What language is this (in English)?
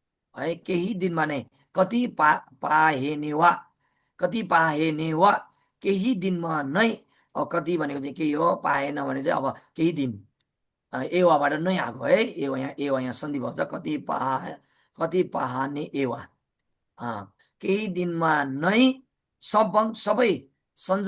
Nepali